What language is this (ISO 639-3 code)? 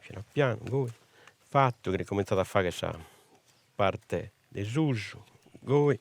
srd